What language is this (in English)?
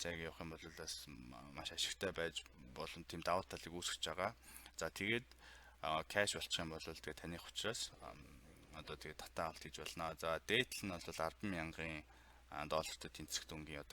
Mongolian